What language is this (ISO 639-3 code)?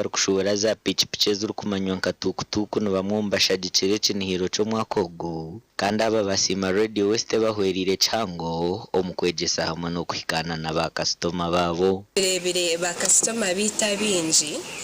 nyn